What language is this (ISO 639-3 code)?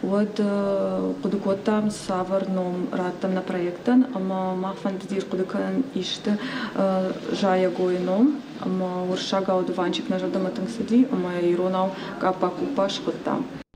oss